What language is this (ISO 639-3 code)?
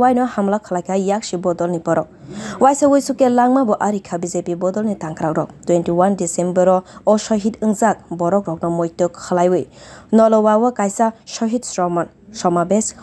trp